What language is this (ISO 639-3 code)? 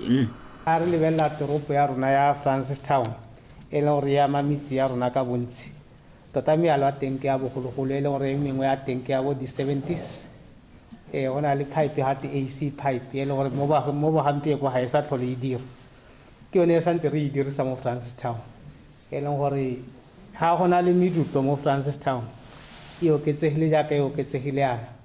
tsn